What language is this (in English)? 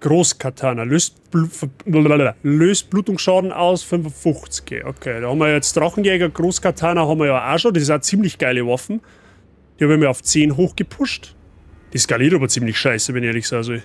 Bavarian